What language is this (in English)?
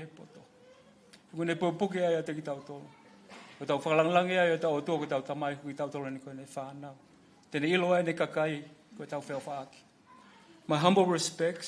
Tongan